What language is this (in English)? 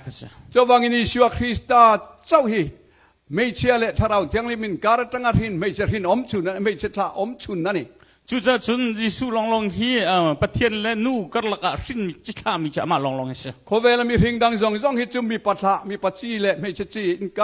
Hakha Chin